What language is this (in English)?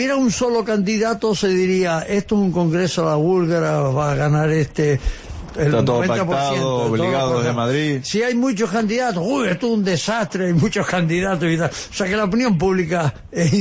Spanish